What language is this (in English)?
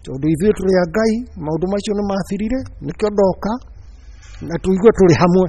Kikuyu